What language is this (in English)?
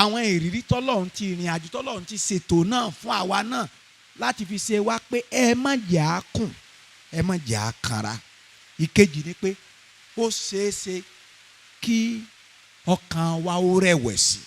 Yoruba